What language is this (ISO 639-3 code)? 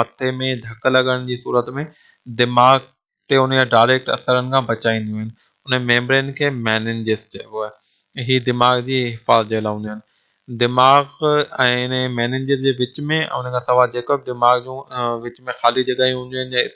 snd